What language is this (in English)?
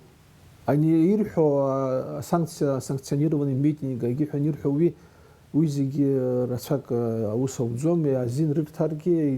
Abkhazian